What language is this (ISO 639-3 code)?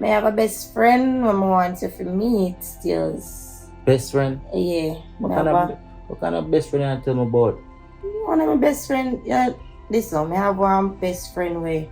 jam